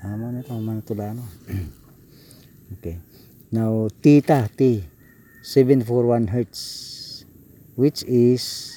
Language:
Cebuano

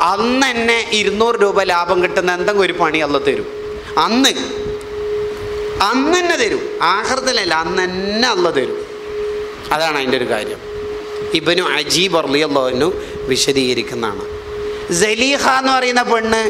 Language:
Malayalam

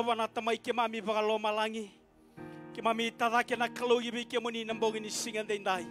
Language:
Fijian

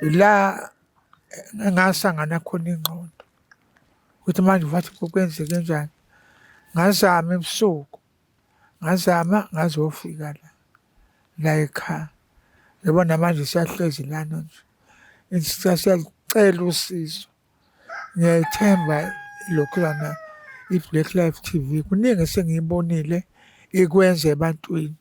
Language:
Zulu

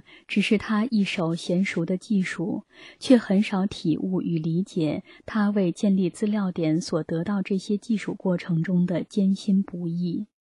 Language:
Chinese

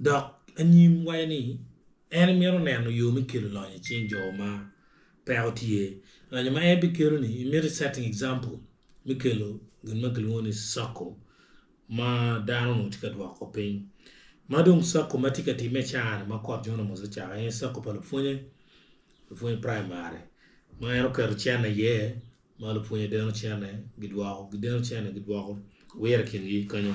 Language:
Acoli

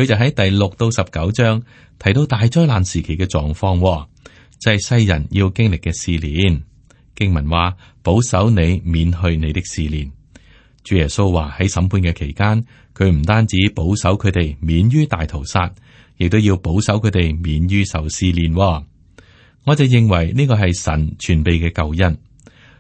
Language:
Cantonese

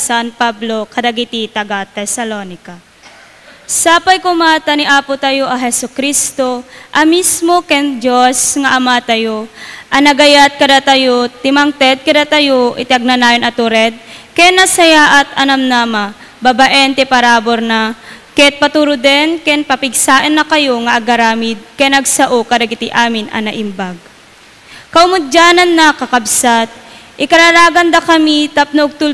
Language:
Iloko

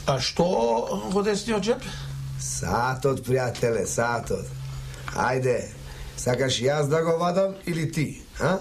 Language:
Macedonian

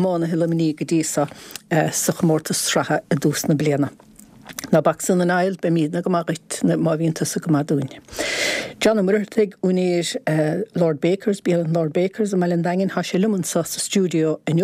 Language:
Irish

